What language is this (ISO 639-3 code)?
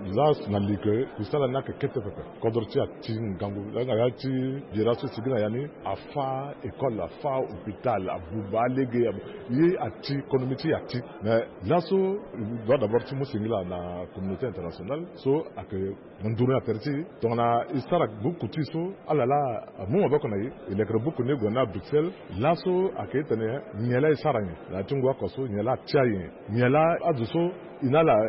sag